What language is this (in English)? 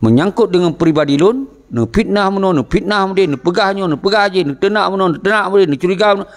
Achinese